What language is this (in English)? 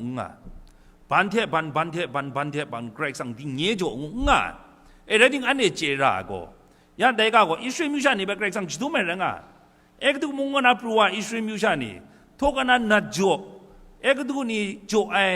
Kachin